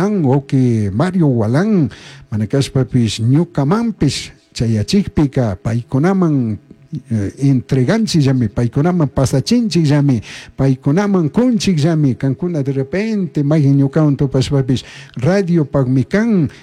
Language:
Chimborazo Highland Quichua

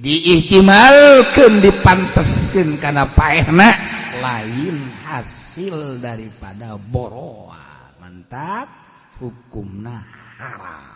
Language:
Sundanese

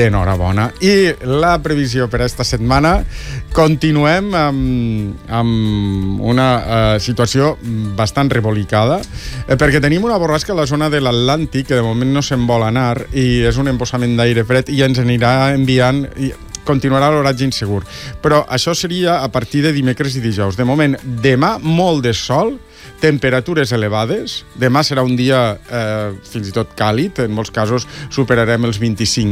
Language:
Catalan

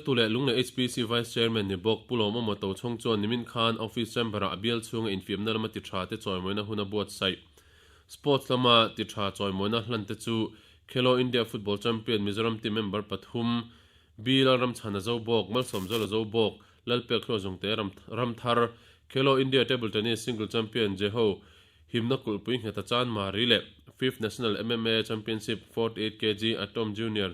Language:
Mizo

